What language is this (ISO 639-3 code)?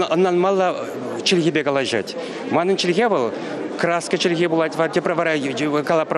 chv